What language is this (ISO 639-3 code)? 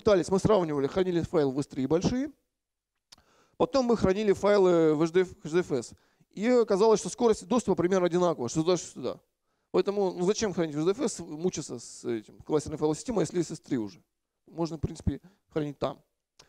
rus